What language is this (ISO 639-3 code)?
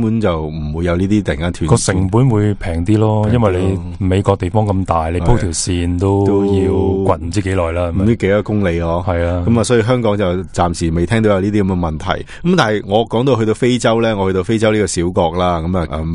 yue